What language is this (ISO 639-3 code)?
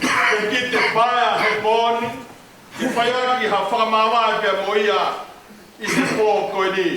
ton